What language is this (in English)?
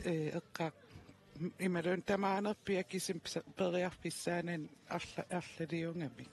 Kalaallisut